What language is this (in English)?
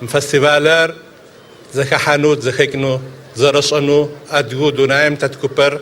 Adyghe